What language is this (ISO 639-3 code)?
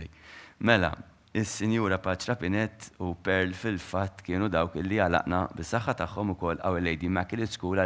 mlt